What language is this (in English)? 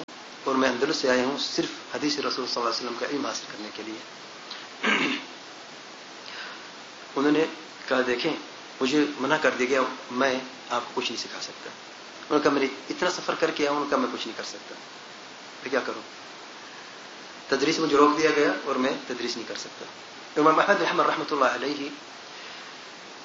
Urdu